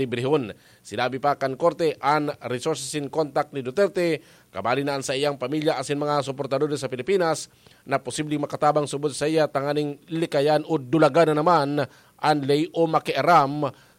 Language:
Bikol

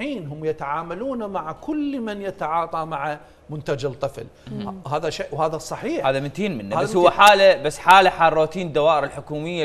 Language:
Mesopotamian Arabic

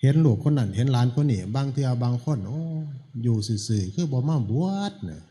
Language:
Northeastern Thai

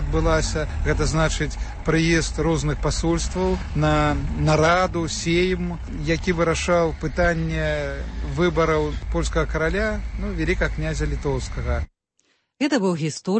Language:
Belarusian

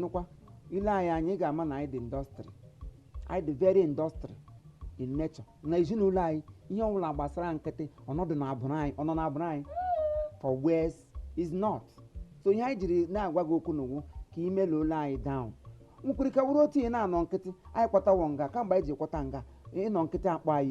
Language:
Igbo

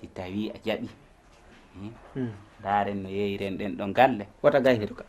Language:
Fula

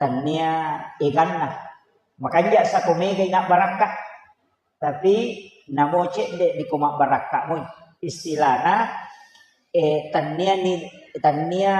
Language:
Buginese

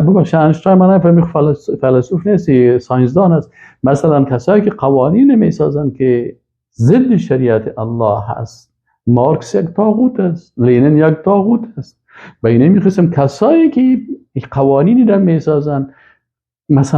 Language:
Persian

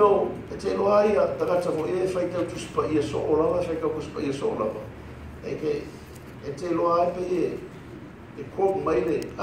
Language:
Samoan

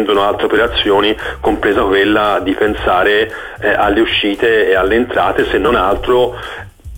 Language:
Italian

